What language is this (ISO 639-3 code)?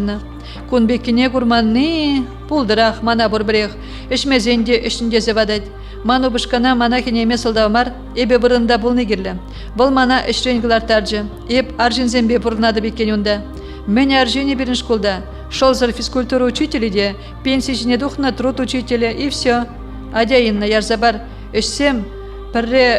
chv